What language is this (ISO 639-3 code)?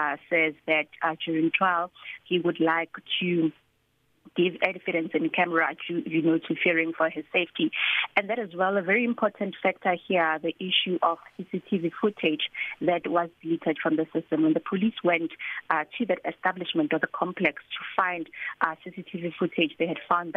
eng